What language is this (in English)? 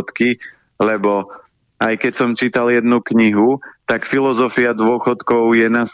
Slovak